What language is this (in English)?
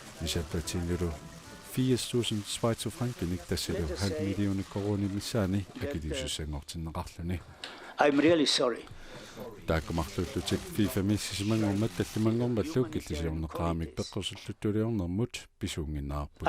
Kalaallisut